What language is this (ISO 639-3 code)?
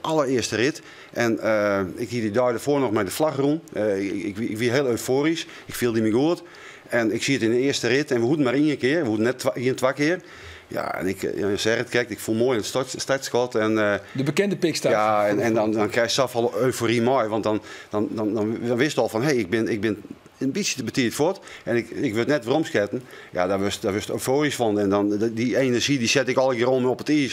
fry